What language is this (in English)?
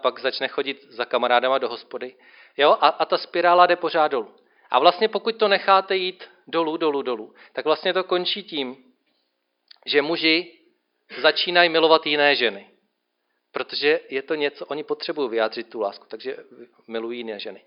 Czech